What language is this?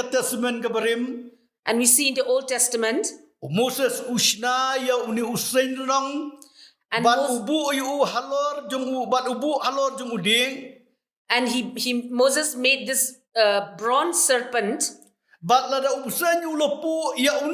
Khasi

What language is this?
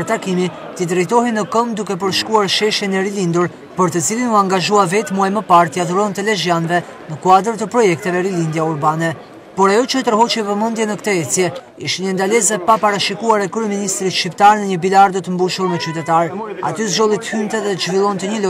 Albanian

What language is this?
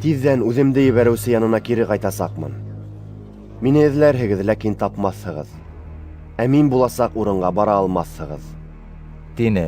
Bashkir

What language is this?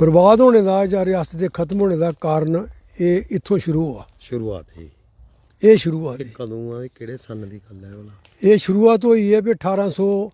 Dogri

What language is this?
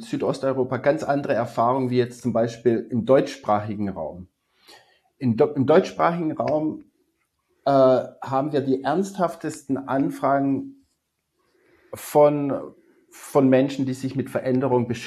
German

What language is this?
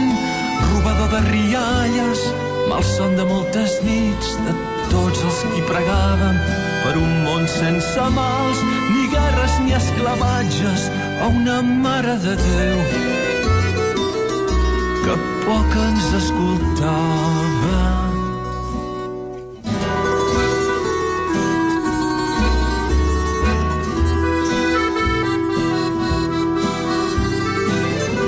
Catalan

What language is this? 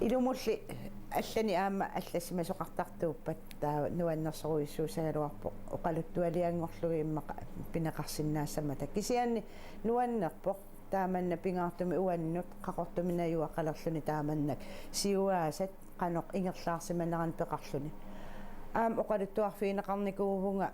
Kalaallisut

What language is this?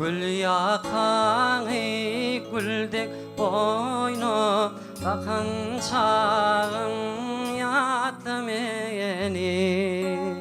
Turkmen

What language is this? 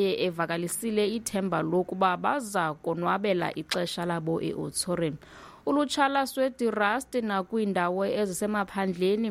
Xhosa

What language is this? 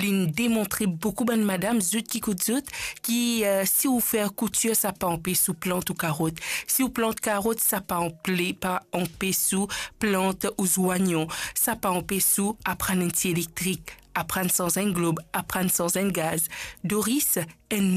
Morisyen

